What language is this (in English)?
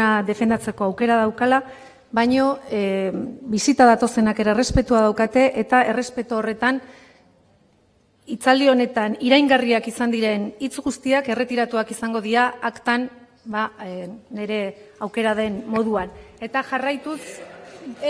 Basque